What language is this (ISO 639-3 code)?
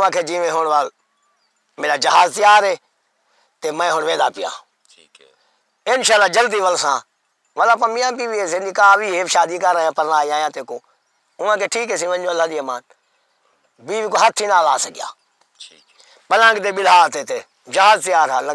skr